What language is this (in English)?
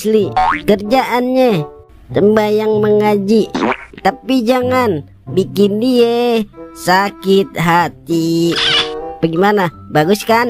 Betawi